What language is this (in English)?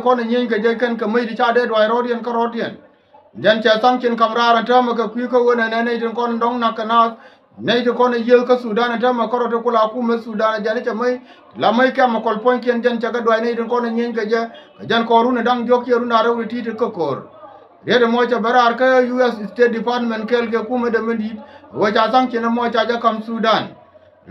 Nuer